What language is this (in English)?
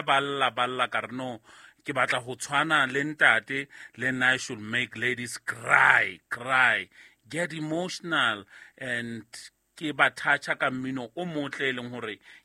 Southern Sotho